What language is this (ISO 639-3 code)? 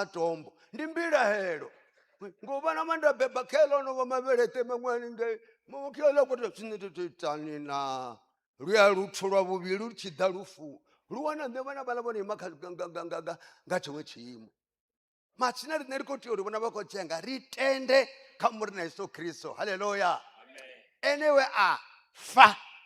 ven